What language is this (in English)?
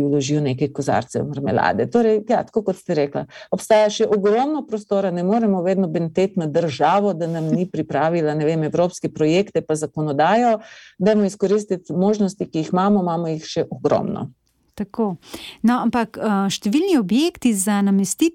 Slovenian